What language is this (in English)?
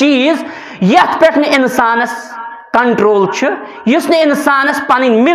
Kashmiri